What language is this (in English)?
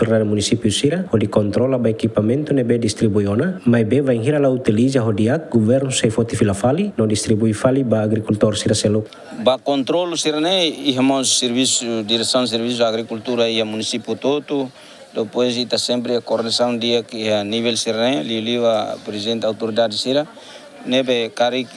Tetum